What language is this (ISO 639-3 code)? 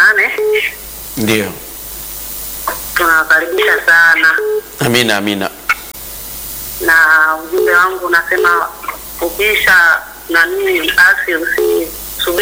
swa